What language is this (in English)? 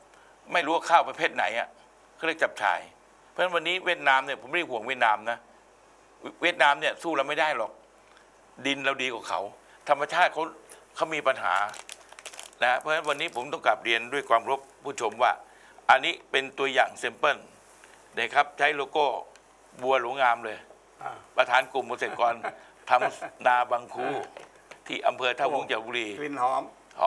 Thai